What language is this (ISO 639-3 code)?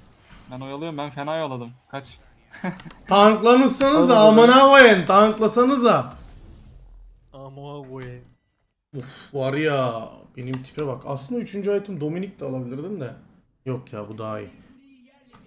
tur